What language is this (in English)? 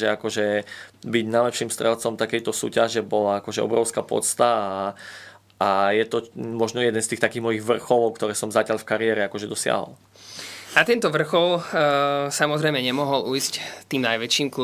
Slovak